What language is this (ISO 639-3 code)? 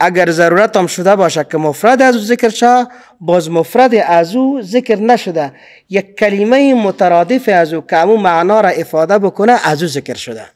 fas